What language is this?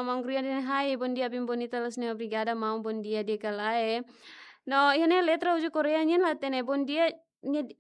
Tetum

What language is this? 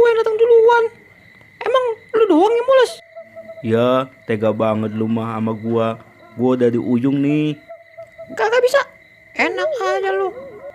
Betawi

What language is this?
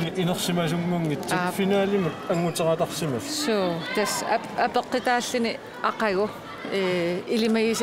Kalaallisut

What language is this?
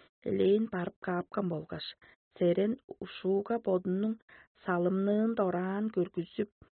Tuvinian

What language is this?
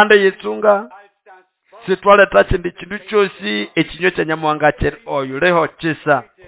Nande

